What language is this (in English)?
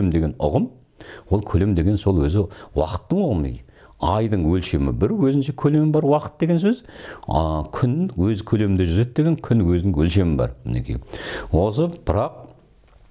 Kazakh